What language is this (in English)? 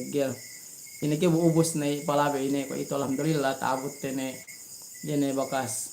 Yakan